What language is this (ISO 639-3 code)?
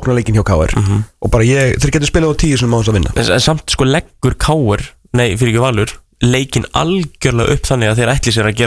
isl